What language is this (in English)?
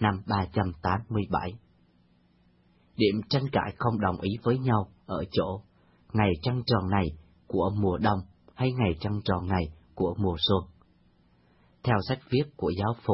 Vietnamese